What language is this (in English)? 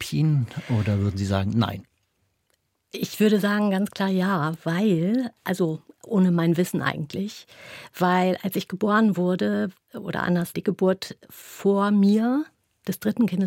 German